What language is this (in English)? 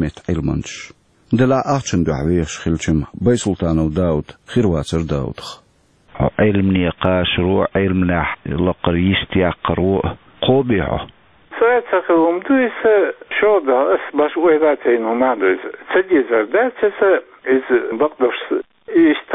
Chechen